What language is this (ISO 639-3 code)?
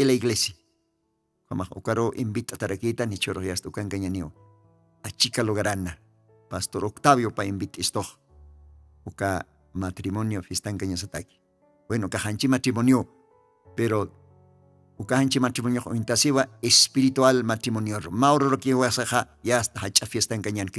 aym